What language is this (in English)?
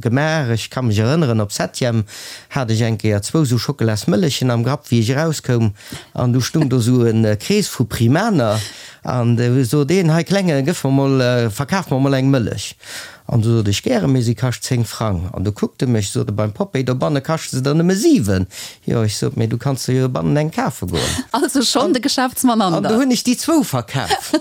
Luxembourgish